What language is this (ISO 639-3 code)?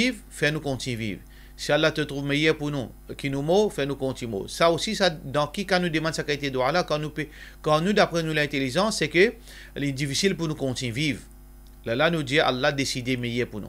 mfe